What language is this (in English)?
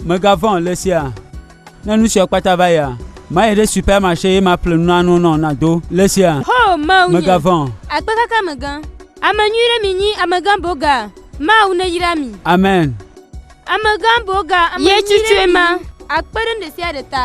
Gen